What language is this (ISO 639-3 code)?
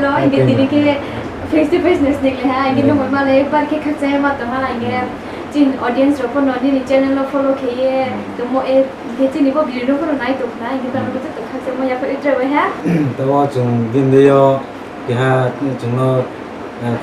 ria